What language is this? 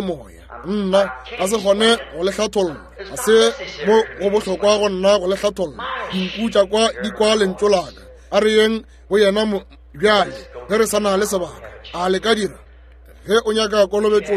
Northern Sotho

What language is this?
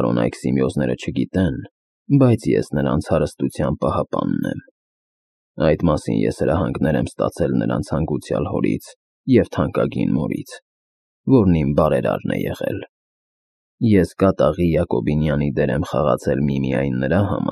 Armenian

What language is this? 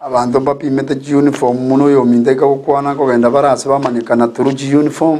Gusii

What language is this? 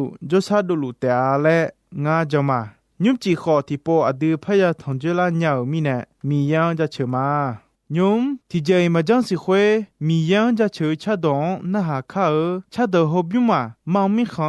Akha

